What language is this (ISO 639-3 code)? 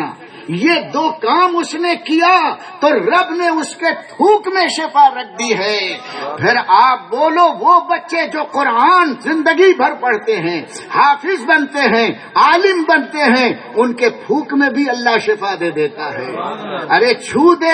urd